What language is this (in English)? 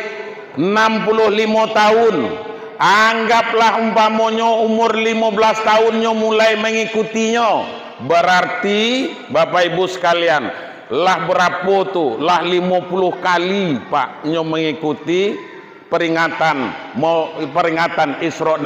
Minangkabau